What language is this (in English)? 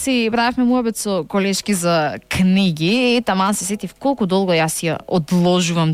Macedonian